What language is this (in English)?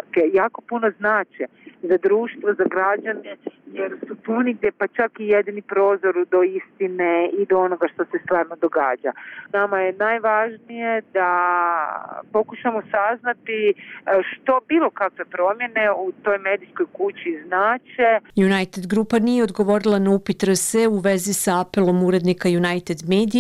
Bosnian